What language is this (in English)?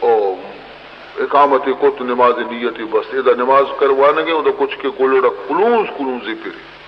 Baluchi